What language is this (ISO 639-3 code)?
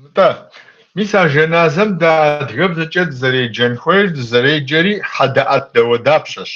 kbd